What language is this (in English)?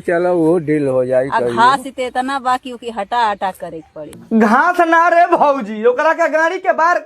Bhojpuri